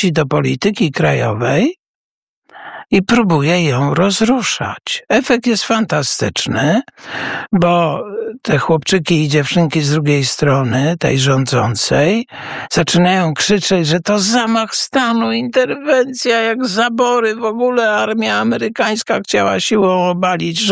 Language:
Polish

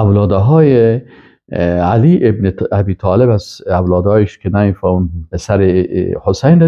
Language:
Persian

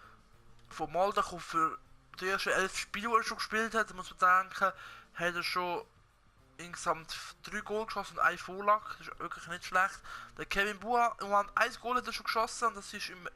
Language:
Swiss German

